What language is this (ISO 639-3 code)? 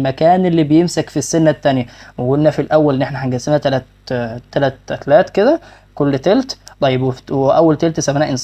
arz